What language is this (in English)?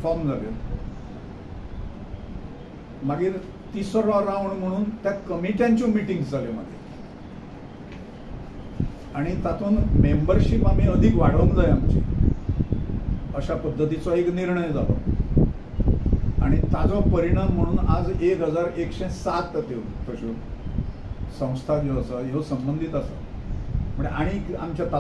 Konkani